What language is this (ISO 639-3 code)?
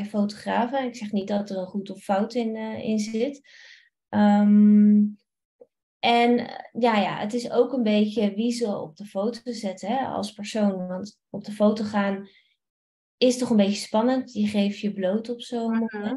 nld